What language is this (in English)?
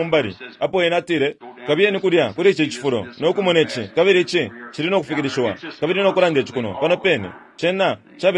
Bemba